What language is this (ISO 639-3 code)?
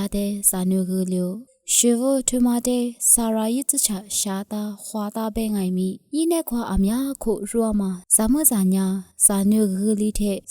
lis